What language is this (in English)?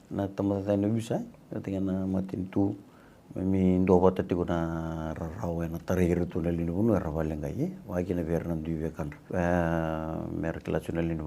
Fijian